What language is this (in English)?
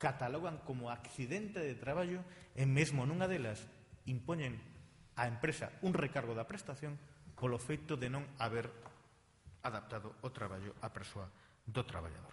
Galician